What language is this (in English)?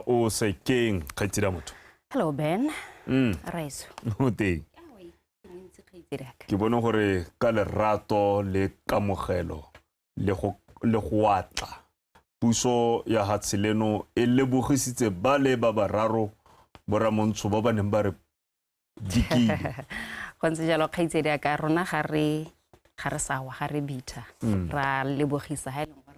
Tswana